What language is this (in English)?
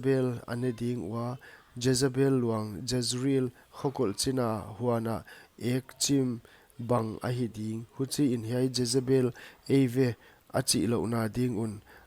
Paite Chin